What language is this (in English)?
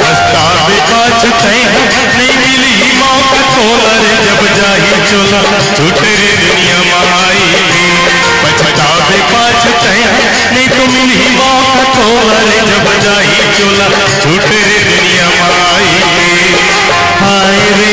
Chhattisgarhi